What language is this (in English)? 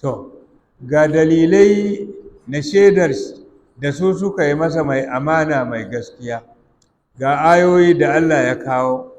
Hausa